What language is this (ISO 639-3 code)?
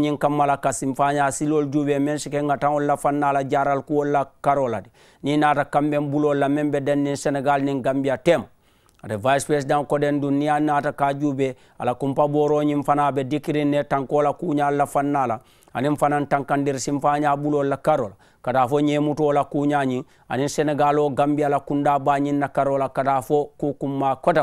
man